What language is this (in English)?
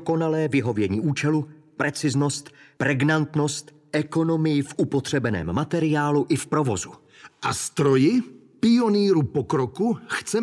Czech